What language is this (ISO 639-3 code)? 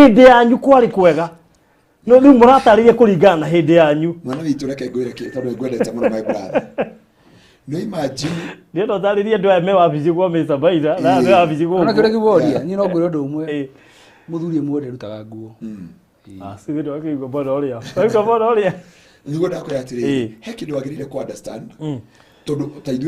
kik